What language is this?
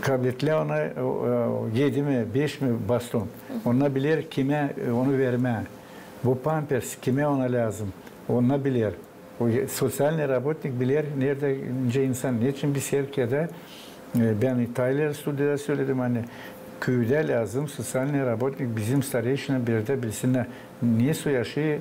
Gagauz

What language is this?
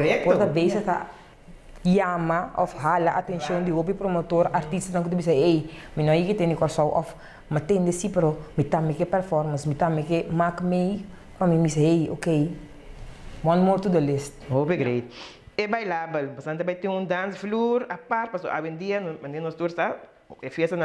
Papiamento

